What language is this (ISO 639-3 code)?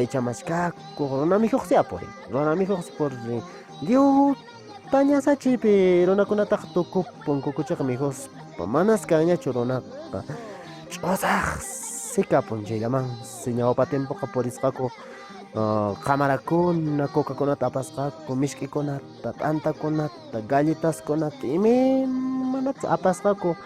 que